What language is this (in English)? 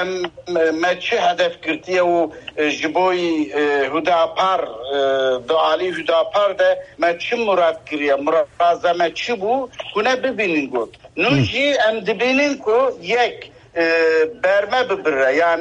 Kurdish